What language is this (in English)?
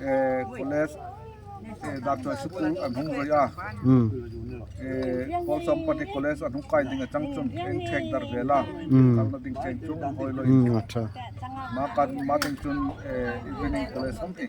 Darlong